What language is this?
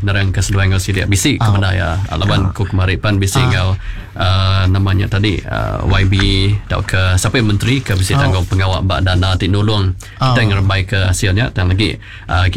Iban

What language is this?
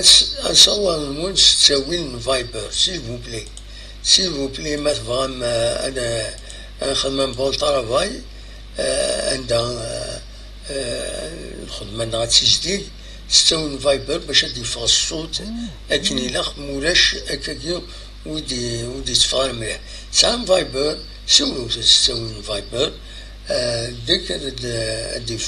Kabyle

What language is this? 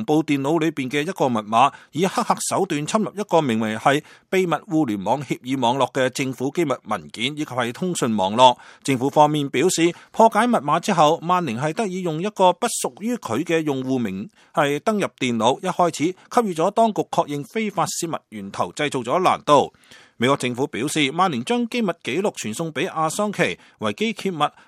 Cantonese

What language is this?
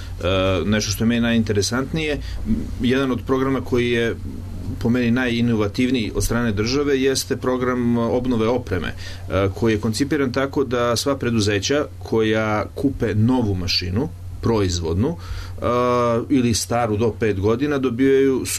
Serbian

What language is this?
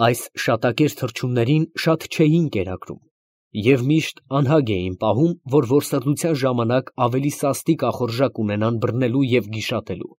Armenian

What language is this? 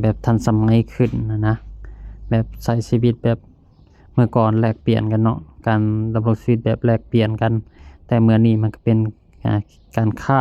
Lao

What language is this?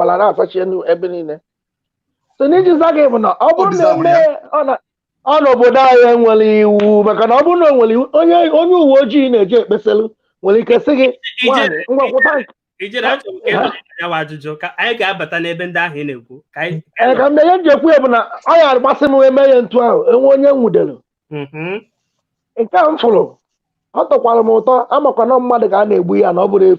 Igbo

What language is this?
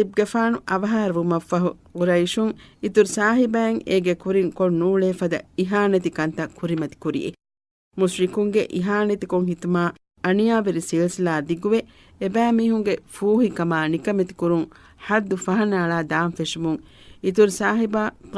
Divehi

